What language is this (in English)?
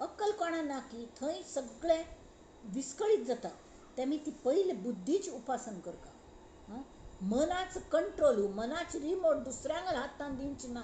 Konkani